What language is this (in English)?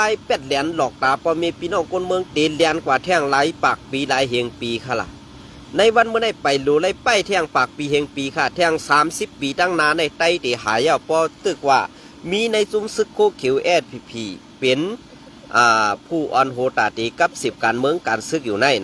Shan